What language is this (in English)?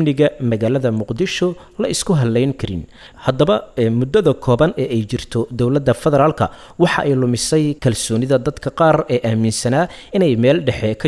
Somali